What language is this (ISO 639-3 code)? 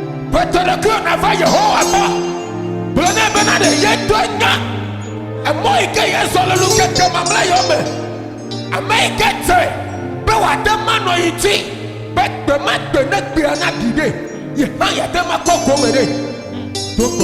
ewe